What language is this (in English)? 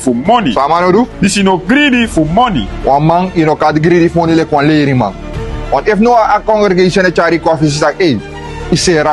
Sranan Tongo